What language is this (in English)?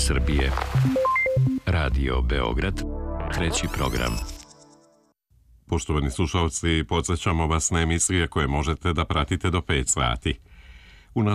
Serbian